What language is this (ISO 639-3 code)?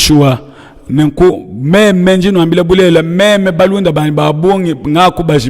lua